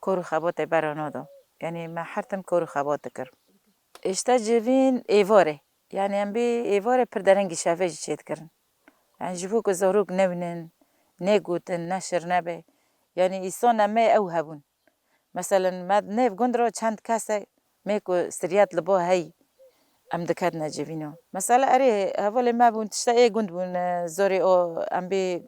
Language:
Kurdish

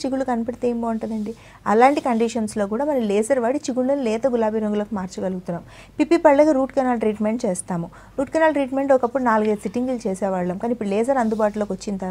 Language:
Telugu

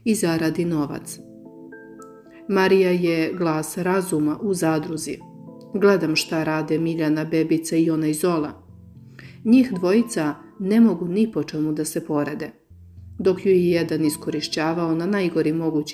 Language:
Serbian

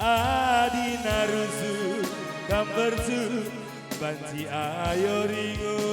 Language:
Batak Karo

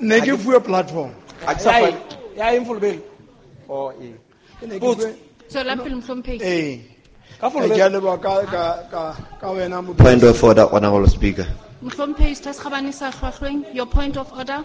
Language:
Southern Sotho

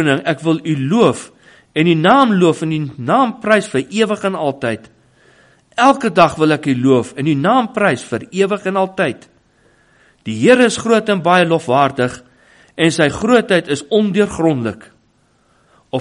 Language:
Afrikaans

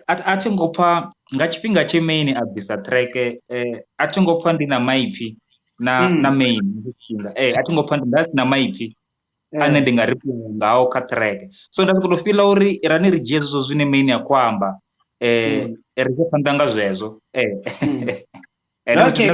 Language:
Venda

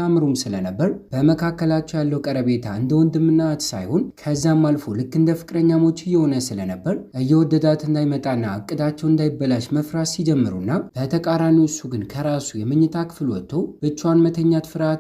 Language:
Amharic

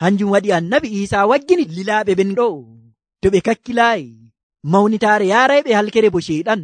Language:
Nigerian Fulfulde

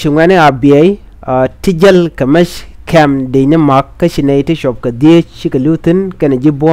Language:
Nuer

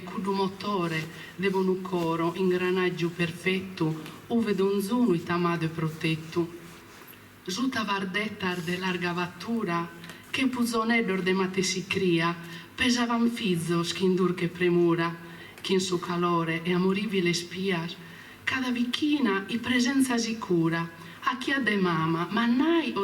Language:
Sardinian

